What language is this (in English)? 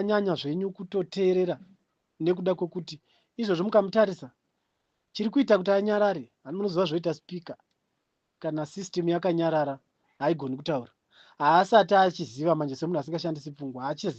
Shona